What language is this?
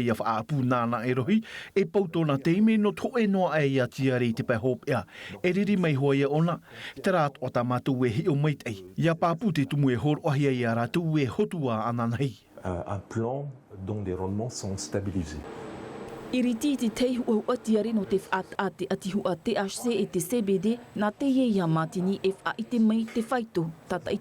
Tahitian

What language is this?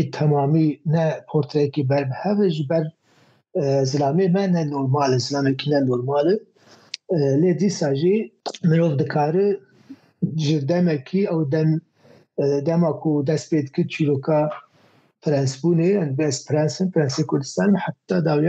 Kurdish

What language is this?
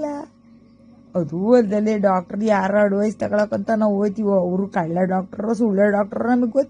Kannada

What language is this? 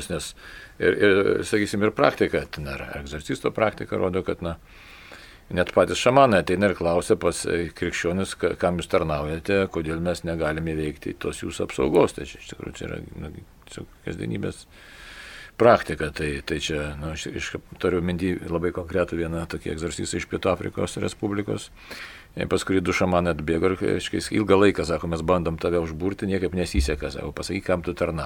Lithuanian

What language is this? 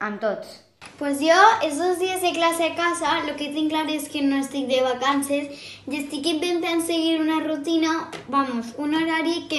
Catalan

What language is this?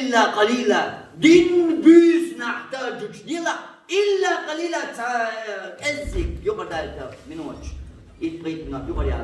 Chechen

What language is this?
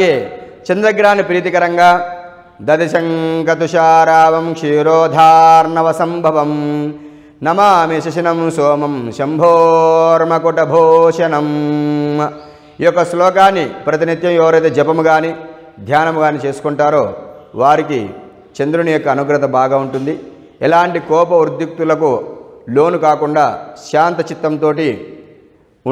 Telugu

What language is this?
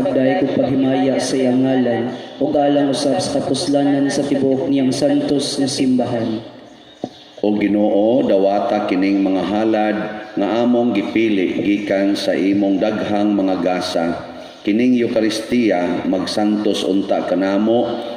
Cebuano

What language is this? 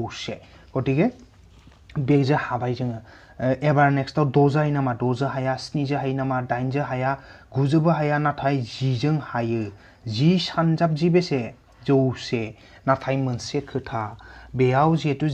Bodo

